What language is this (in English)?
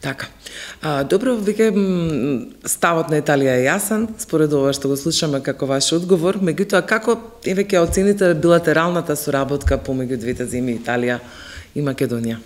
Macedonian